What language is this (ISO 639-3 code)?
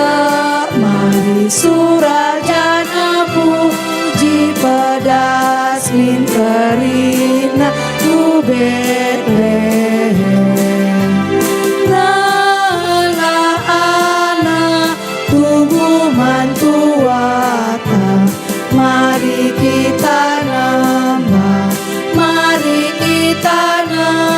btx